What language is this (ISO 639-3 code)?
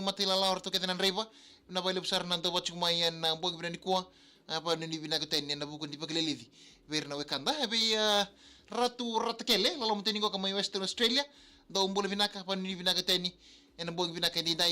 fij